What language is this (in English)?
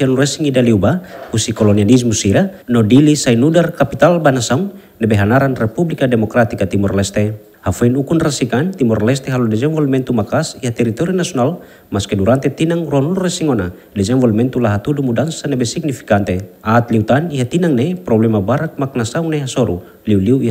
Tetum